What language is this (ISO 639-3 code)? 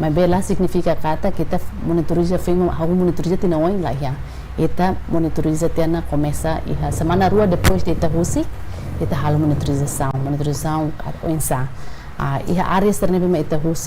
tet